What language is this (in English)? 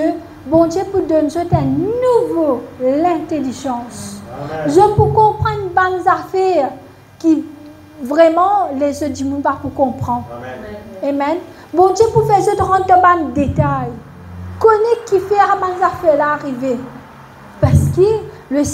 Morisyen